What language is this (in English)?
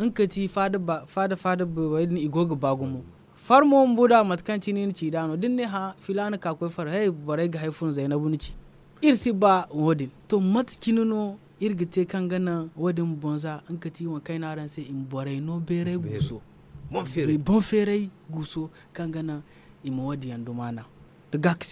Zarma